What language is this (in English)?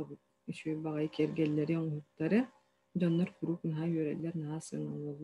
Yakut